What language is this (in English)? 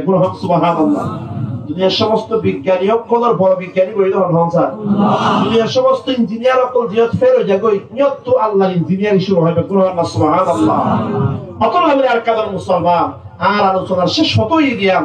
Rohingya